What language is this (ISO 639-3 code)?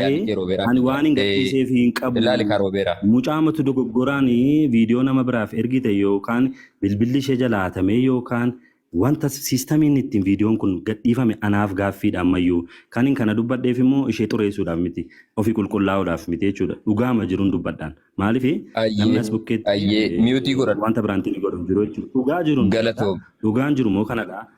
orm